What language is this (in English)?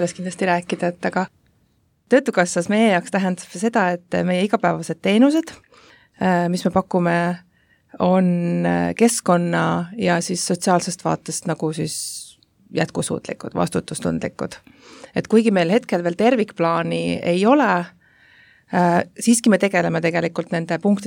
Estonian